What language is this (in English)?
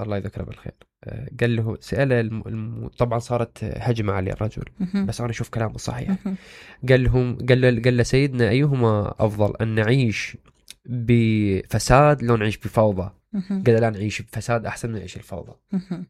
Mesopotamian Arabic